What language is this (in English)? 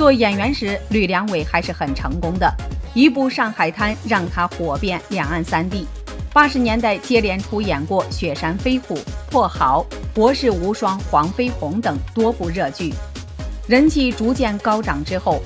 Chinese